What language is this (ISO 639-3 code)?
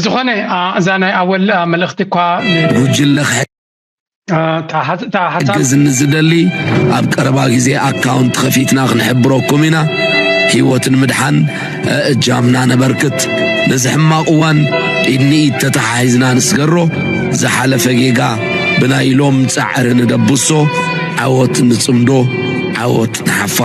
tir